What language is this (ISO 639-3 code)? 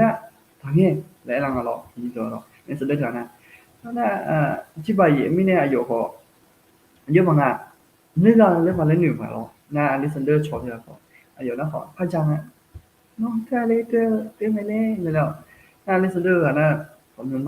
ahk